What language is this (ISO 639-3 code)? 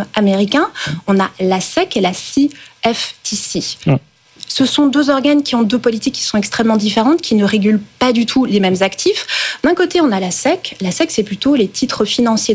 fra